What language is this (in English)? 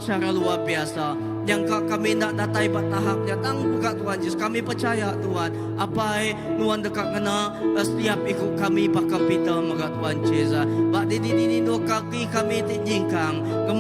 Iban